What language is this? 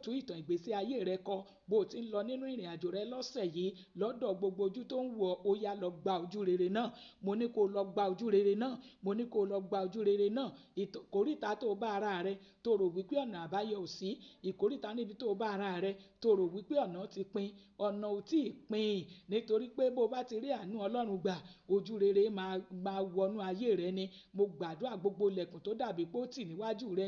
Yoruba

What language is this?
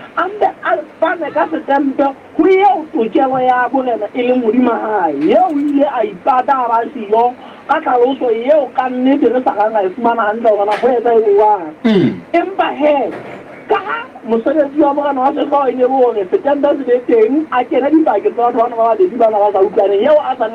Southern Sotho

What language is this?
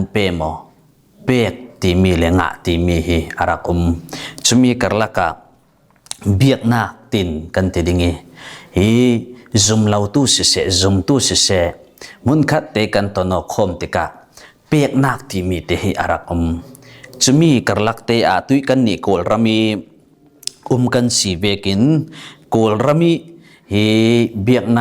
Falam Chin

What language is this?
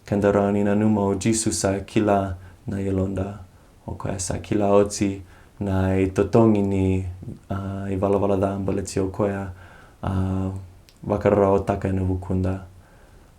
Fijian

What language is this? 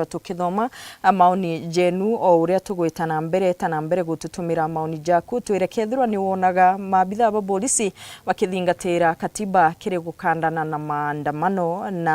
Meru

